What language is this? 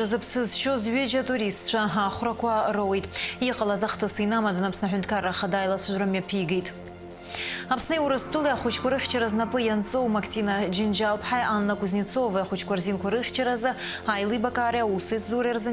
Abkhazian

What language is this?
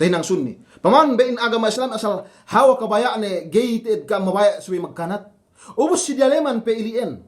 Yakan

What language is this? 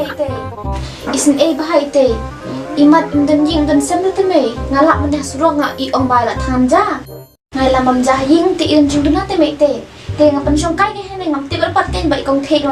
Khasi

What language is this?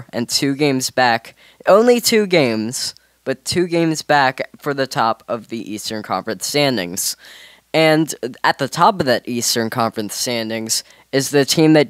English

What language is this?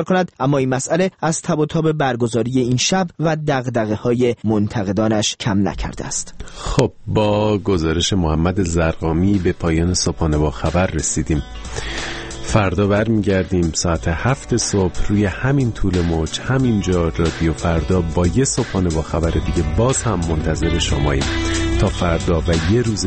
Persian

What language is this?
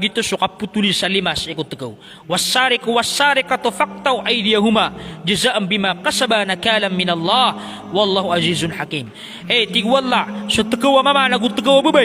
Maranao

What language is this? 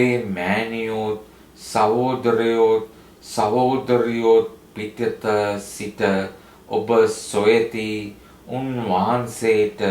Sinhala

